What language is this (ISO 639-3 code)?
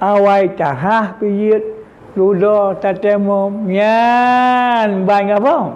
ace